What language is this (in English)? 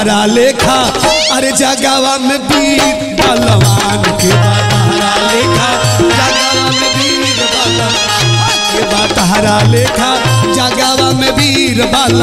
Bhojpuri